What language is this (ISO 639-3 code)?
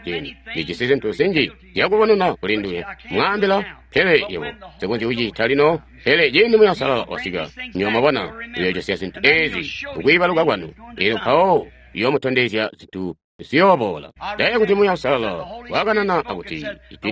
toi